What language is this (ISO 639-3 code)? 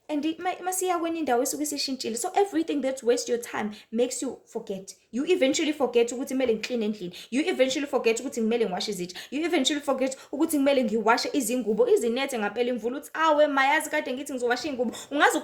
zul